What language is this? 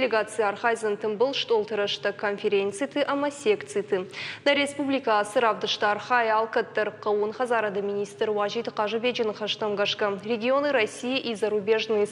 Ossetic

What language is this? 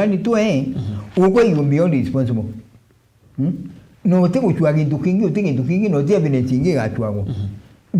Meru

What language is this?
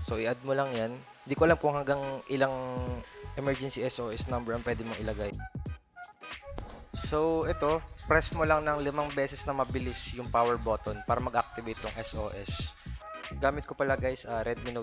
Filipino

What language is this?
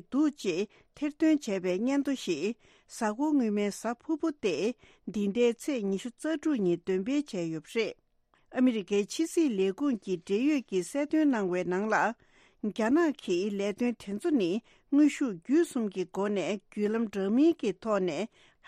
Tibetan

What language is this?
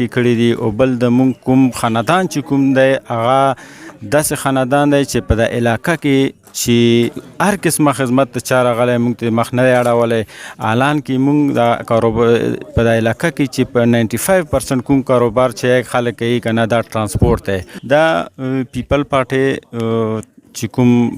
Pashto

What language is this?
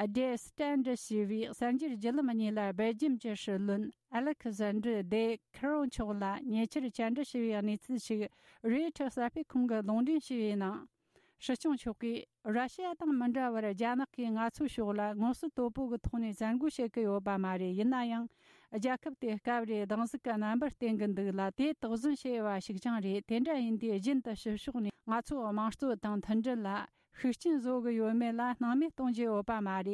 Tibetan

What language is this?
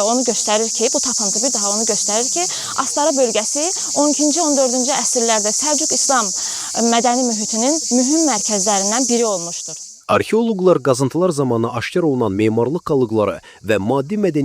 Azerbaijani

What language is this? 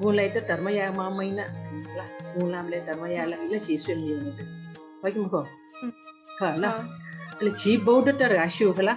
Newari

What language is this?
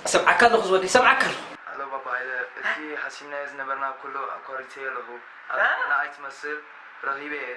Tigrinya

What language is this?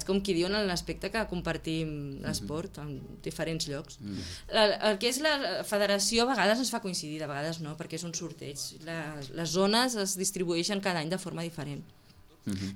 Catalan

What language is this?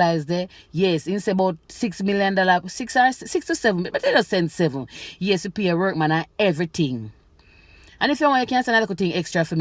Jamaican Creole English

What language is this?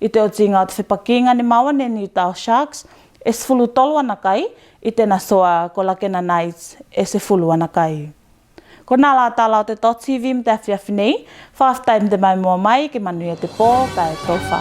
Tuvalu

